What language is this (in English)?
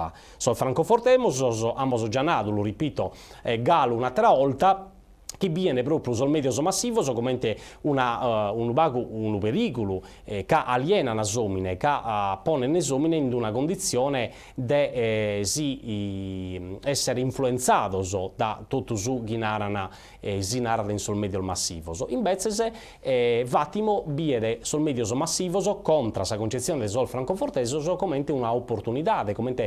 Sardinian